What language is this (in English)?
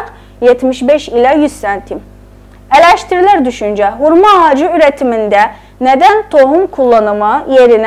South Azerbaijani